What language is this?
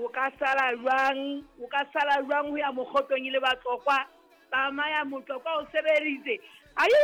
Southern Sotho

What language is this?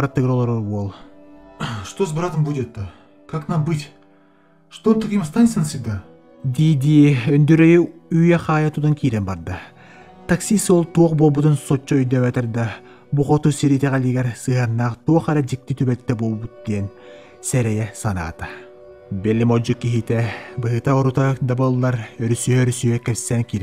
Yakut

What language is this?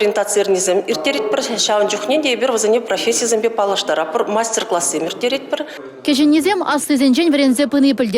Chuvash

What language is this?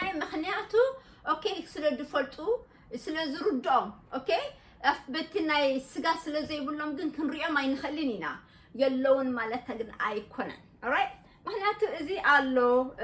Tigrinya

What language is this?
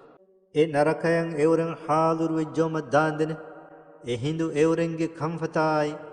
Divehi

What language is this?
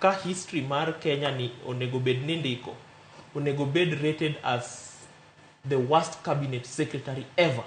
Luo (Kenya and Tanzania)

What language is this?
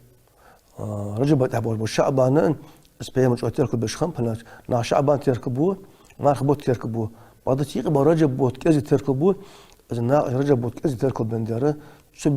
Ingush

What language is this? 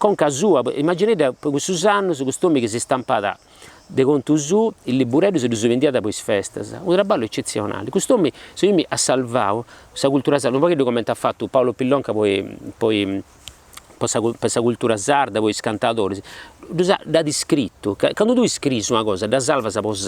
Sardinian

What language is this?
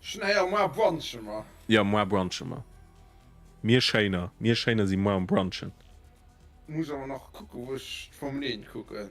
Luxembourgish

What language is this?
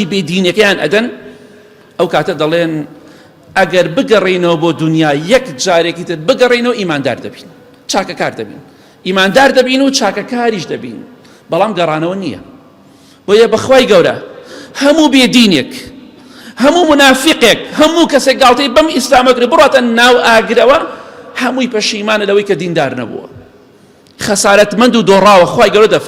Central Kurdish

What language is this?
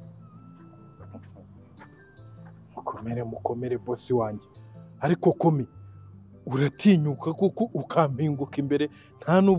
Kinyarwanda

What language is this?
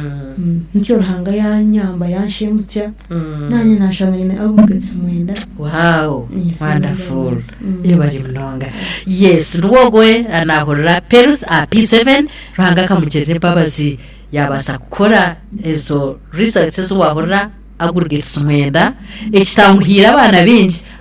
Nyankole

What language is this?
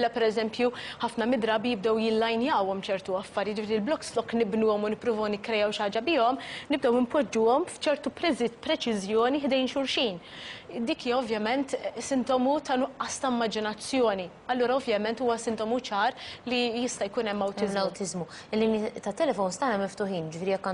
Maltese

